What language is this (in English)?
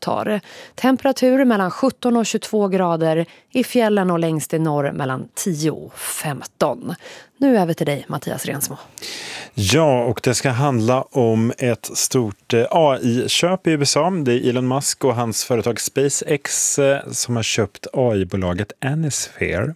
Swedish